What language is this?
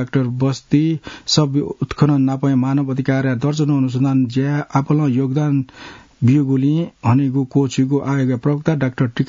Newari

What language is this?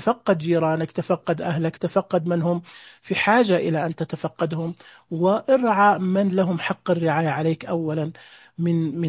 Najdi Arabic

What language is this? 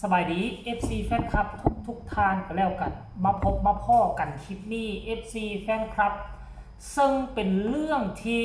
Northeastern Thai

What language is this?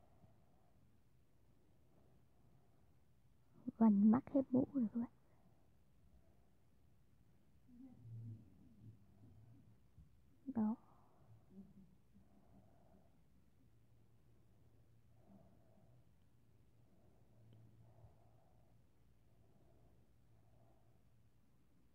Vietnamese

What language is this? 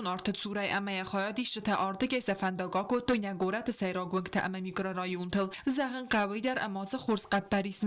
Ossetic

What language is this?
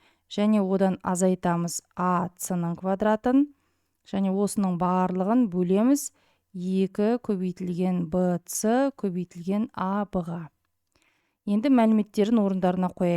Kazakh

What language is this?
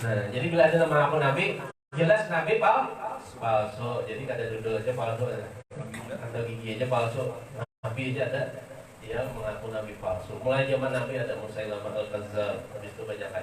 Banjar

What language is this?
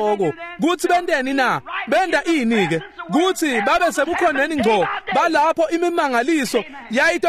Swati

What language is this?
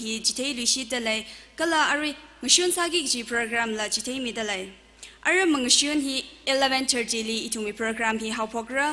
Tangkhul Naga (India)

